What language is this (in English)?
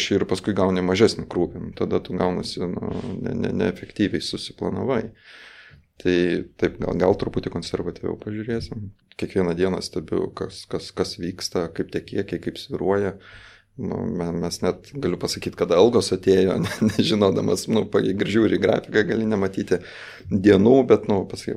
Lithuanian